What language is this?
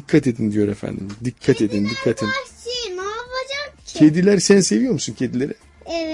Turkish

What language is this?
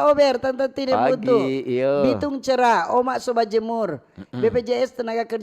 Manado Malay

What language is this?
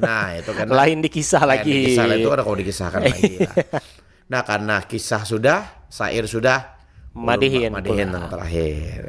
Banjar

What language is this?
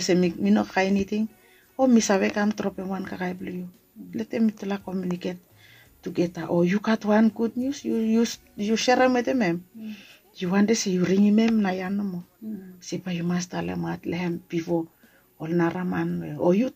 Bislama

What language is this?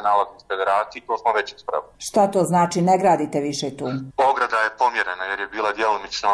Bosnian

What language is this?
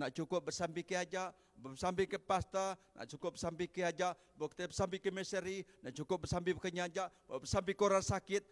Iban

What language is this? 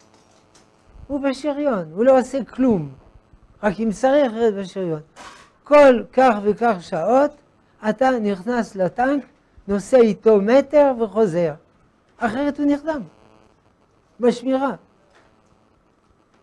Hebrew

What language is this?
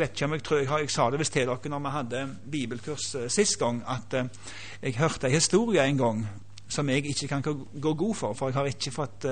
Norwegian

